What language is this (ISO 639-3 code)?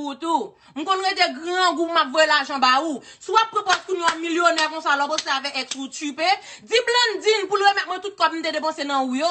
hat